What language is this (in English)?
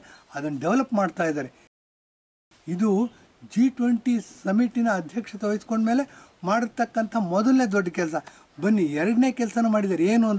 Kannada